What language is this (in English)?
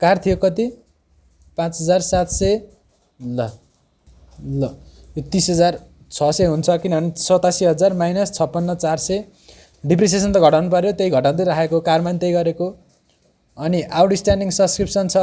Nepali